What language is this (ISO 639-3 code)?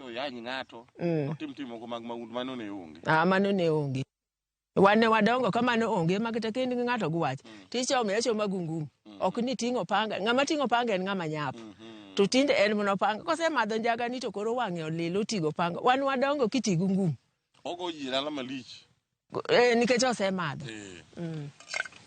luo